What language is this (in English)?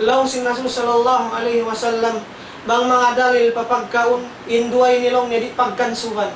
Tausug